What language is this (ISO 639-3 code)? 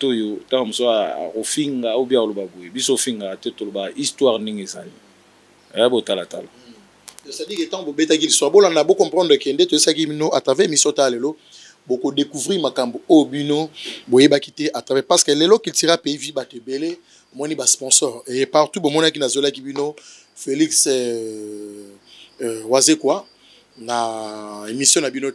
lin